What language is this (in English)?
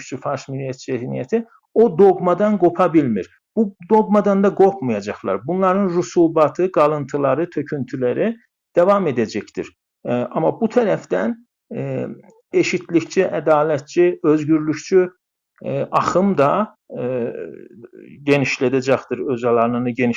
South Azerbaijani